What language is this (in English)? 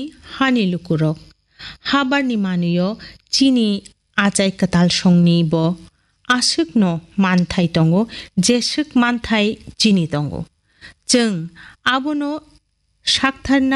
Kok Borok